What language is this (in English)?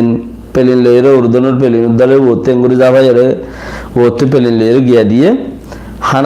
Rohingya